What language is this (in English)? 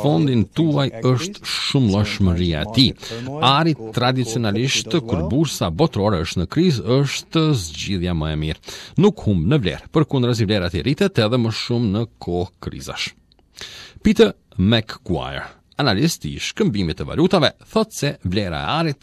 Albanian